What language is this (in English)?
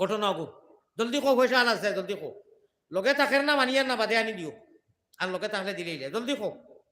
Sylheti